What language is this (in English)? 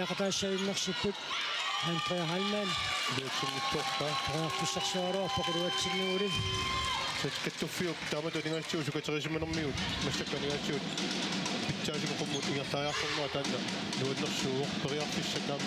Kalaallisut